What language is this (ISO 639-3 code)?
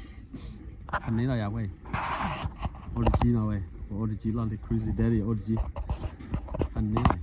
ksw